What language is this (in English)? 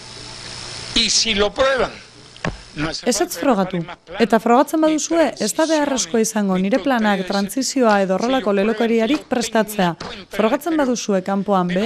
Basque